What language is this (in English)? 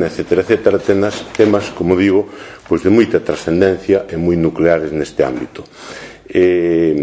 Galician